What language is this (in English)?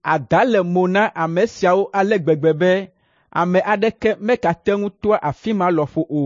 Ewe